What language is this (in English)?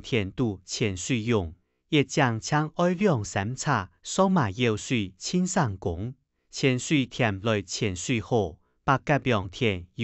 Hakka Chinese